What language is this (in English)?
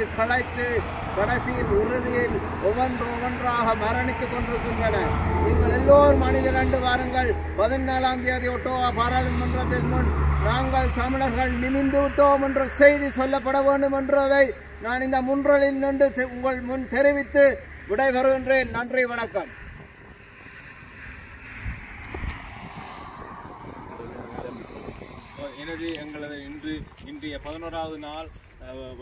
Tamil